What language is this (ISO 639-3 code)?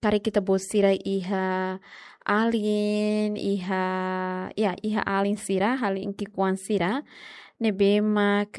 tet